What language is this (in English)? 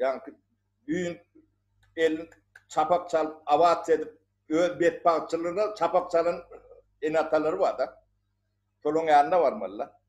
Turkmen